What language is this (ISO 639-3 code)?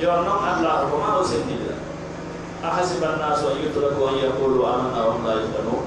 fuf